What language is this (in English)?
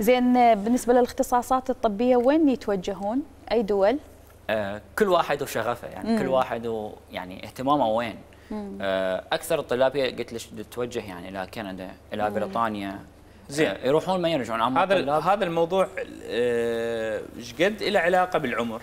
Mesopotamian Arabic